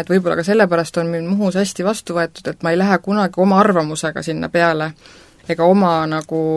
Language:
Estonian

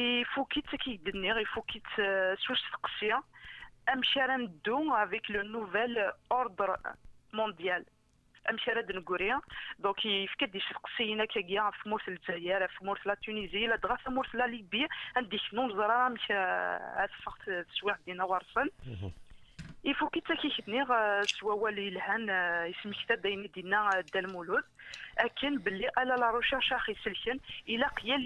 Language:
Kabyle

